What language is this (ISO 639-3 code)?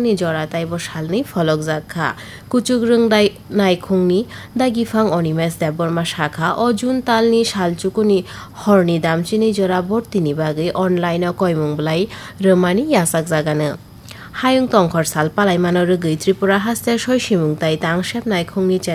trp